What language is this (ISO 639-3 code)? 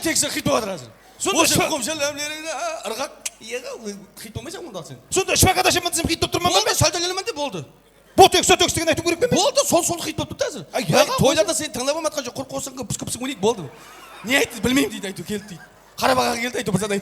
kaa